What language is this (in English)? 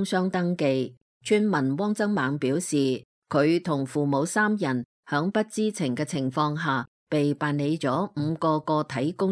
Cantonese